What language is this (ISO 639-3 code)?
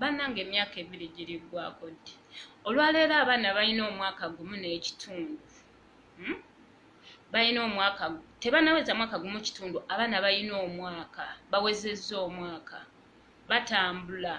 lug